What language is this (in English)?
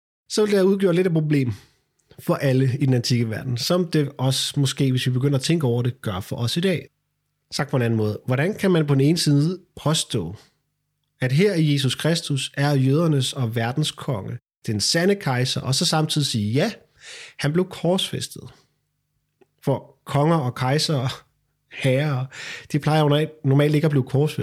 Danish